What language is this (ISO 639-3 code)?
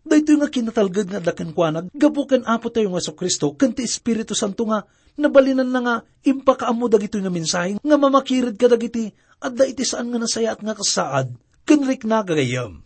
ilo